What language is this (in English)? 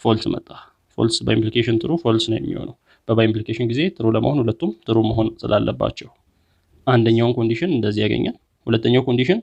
Amharic